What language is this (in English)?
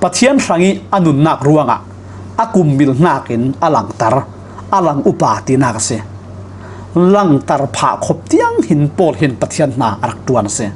Falam Chin